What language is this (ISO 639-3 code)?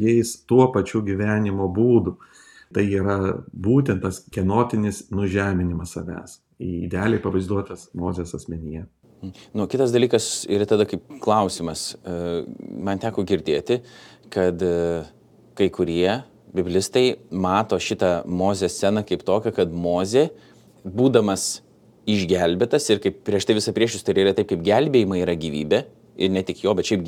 lit